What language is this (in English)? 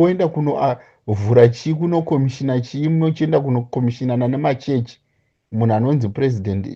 Shona